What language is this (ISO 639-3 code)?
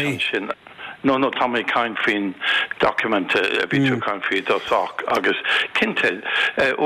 gle